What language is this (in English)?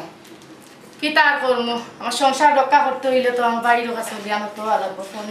Sylheti